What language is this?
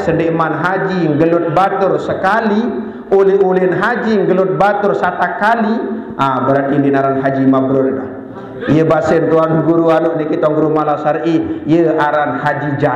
Sasak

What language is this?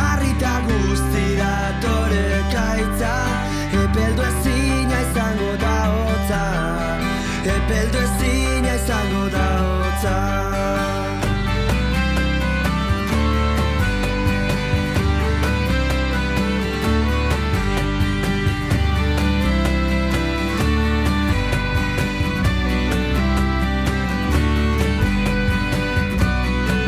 Basque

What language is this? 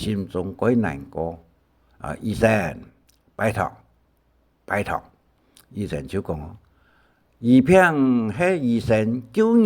Hakka Chinese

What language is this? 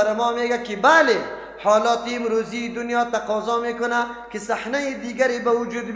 Persian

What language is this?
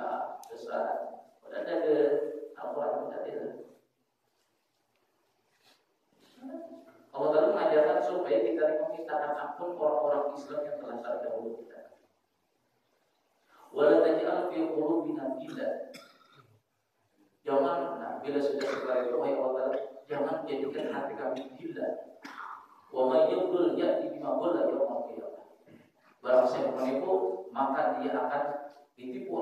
Indonesian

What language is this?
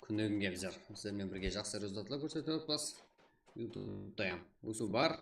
Kara-Kalpak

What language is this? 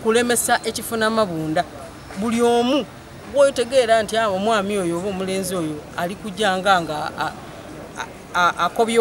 Soga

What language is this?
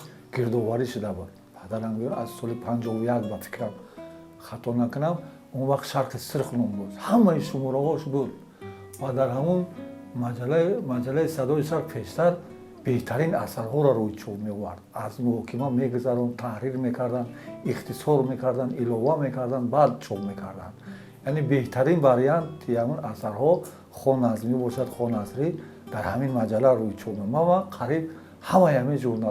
Tajik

